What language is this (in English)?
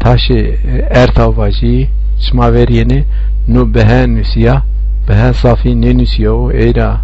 Zaza